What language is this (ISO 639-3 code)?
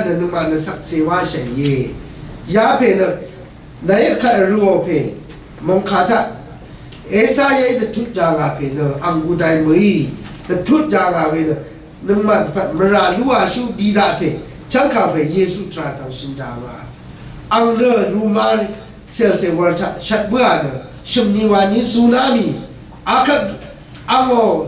raw